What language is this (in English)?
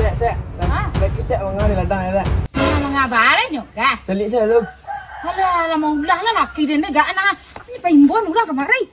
Minangkabau